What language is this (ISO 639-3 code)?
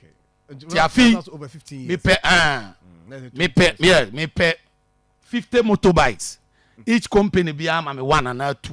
aka